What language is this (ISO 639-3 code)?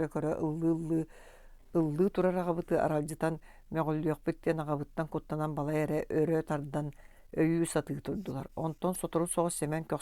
sah